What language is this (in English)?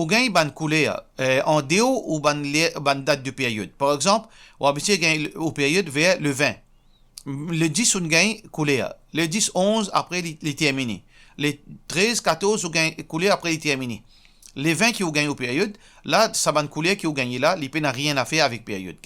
Morisyen